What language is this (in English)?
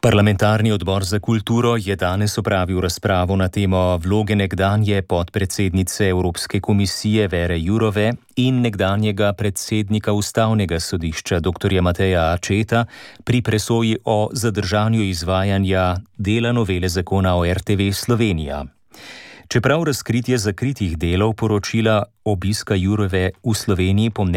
Slovenian